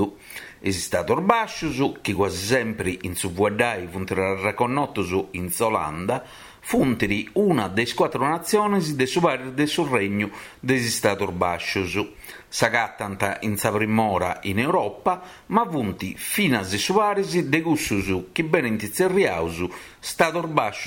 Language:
Sardinian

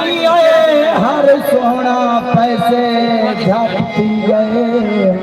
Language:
Saraiki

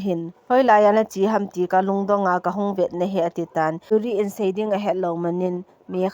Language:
Thado Chin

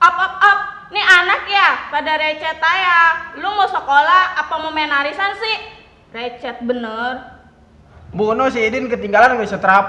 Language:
Betawi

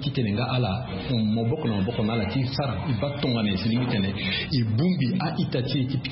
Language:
Sango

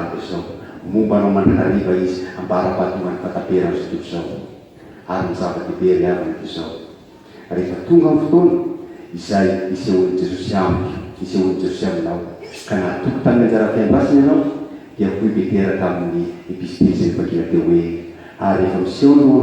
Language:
Malagasy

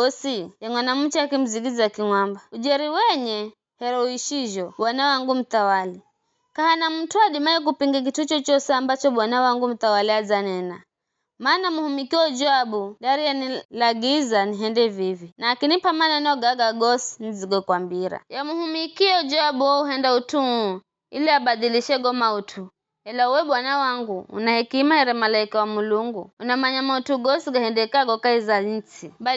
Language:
Giryama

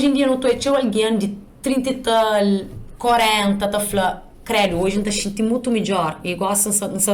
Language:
Kabuverdianu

